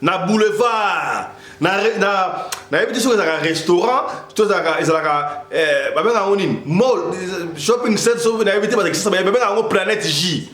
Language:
Lingala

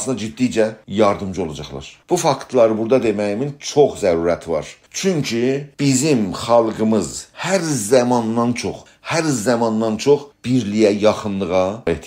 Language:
South Azerbaijani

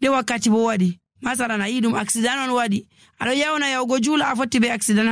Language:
Nigerian Fulfulde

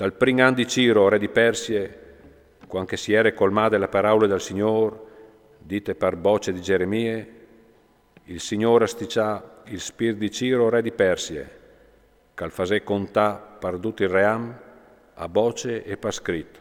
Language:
Friulian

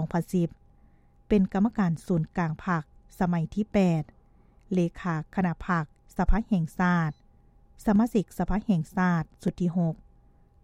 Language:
Lao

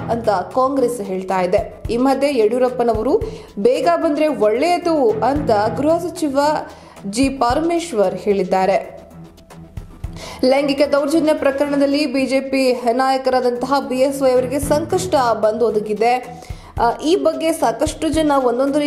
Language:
Kannada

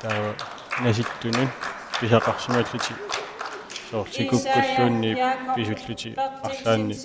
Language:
Kalaallisut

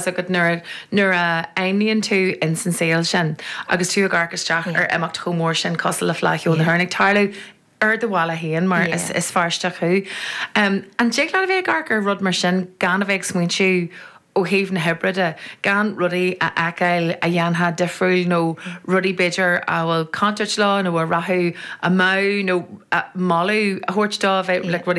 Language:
Irish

